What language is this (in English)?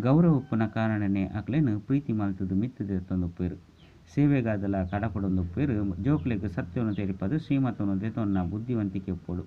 Tulu